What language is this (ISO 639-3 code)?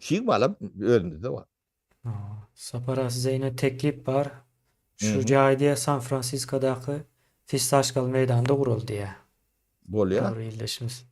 tuk